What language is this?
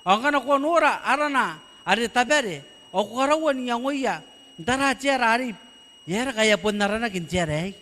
Gilbertese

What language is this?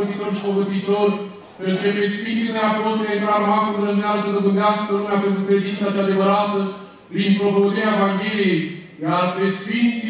Romanian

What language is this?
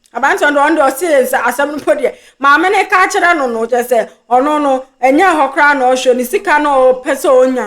Akan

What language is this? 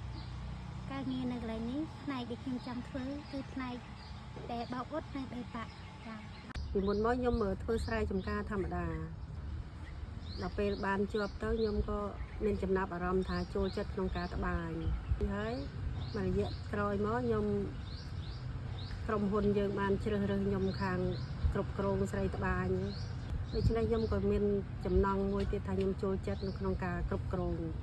Khmer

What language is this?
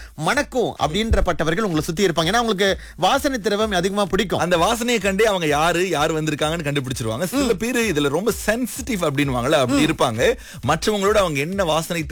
Tamil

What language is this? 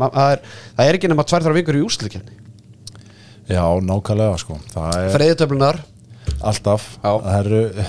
Icelandic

